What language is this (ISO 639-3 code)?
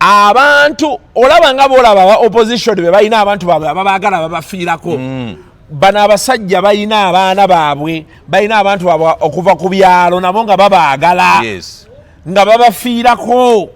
lug